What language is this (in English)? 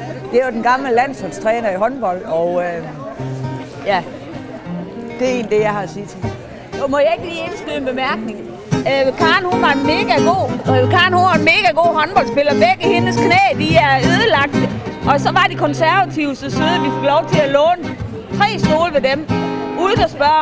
Danish